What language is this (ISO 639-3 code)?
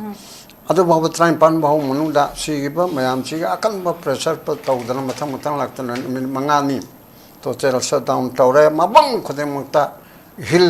mni